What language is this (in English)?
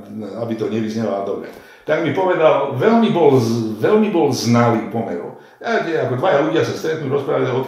Slovak